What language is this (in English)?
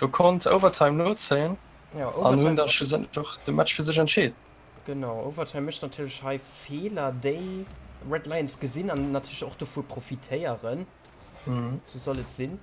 Luxembourgish